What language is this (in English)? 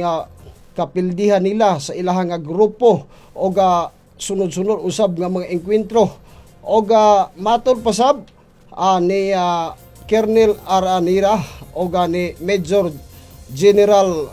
Cebuano